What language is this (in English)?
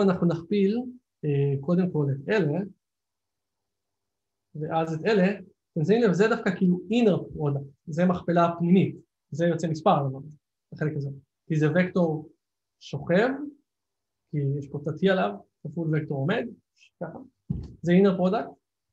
Hebrew